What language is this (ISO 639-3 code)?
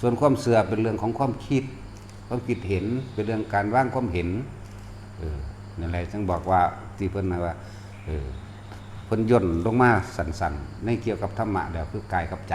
tts